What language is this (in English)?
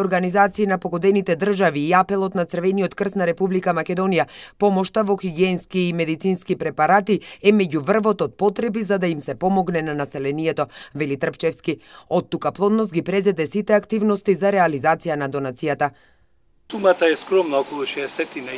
Macedonian